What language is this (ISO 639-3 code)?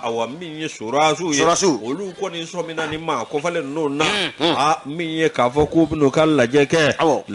bam